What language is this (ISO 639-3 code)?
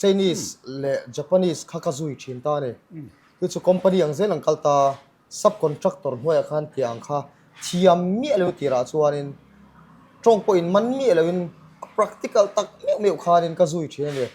lus